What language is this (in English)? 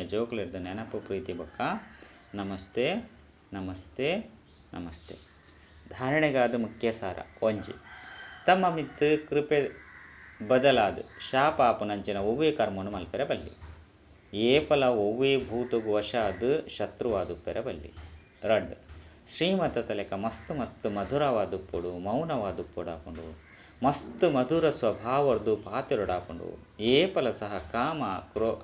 Tulu